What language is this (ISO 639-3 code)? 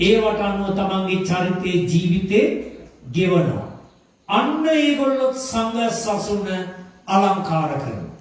sin